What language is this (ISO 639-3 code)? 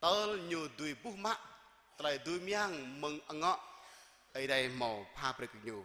jra